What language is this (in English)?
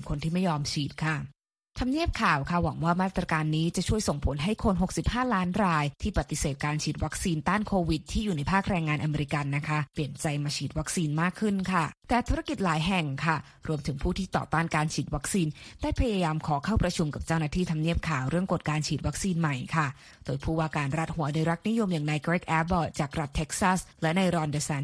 Thai